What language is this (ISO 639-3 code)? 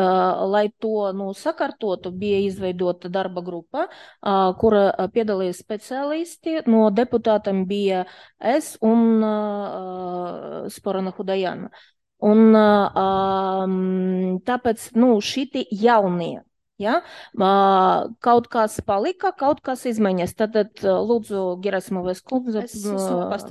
lav